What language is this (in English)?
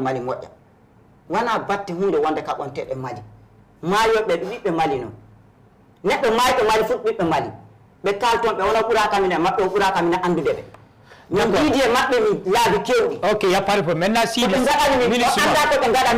Fula